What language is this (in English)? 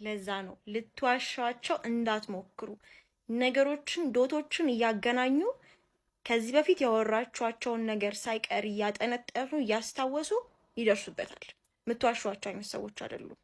Amharic